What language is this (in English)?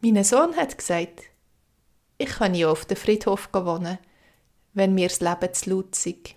Swiss German